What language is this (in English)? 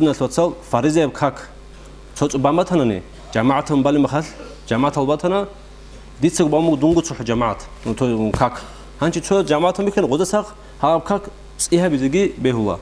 Avaric